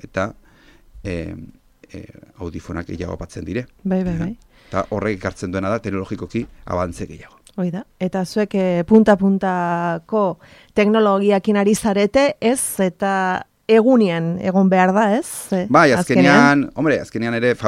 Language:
Basque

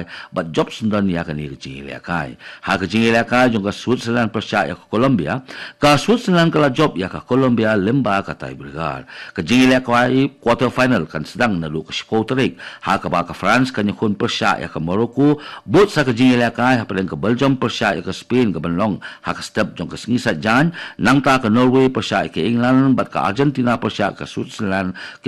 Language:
Khasi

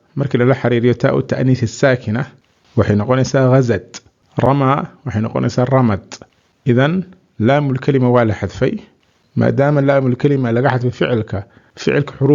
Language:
Somali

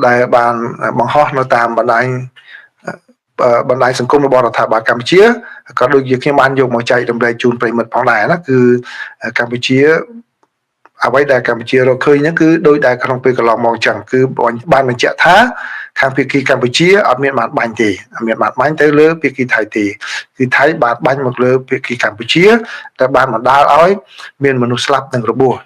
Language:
Khmer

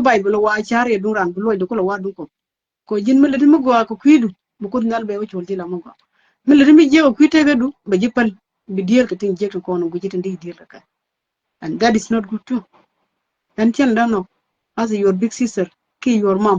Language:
Nuer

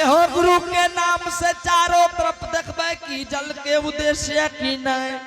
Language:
Angika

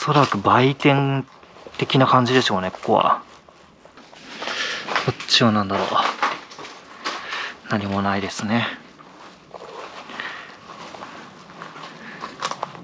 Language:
Japanese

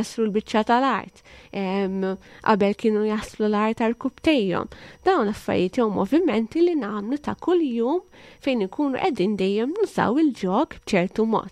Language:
Maltese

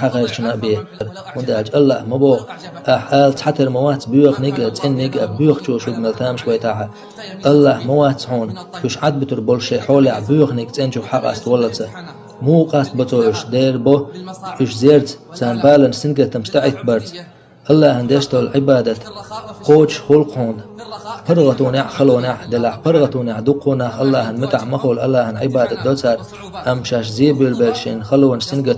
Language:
Chechen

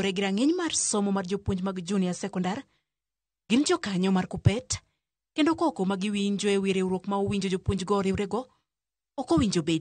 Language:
Luo (Kenya and Tanzania)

